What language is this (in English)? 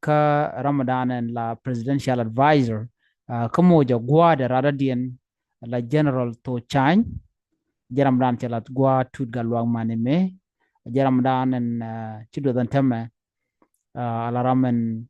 Nuer